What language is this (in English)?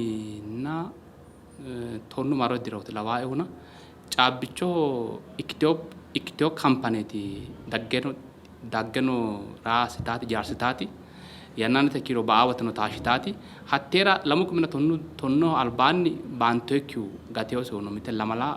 Sidamo